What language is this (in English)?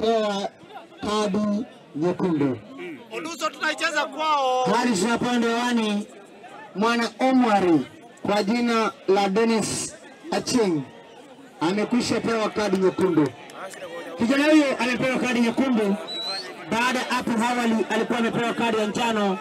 Gusii